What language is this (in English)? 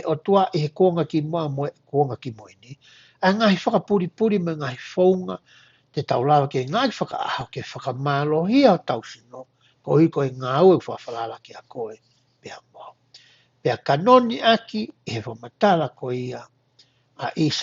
Tongan